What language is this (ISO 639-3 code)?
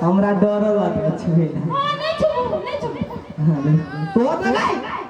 mai